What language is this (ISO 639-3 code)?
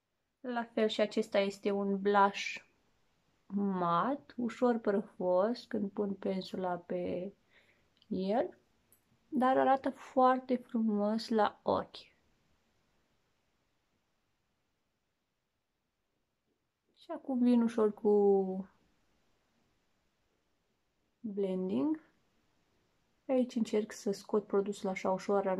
ron